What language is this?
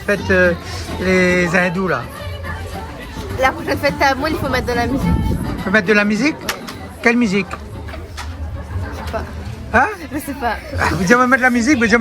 Réunion Creole French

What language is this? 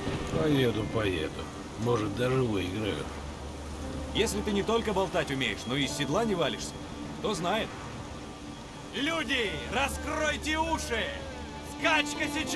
Russian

